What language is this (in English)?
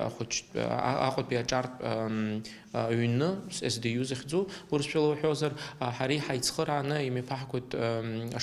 Abkhazian